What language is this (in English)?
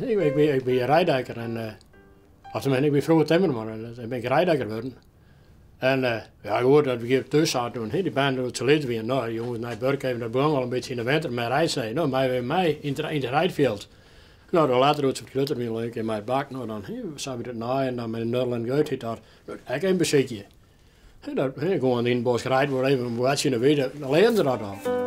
Western Frisian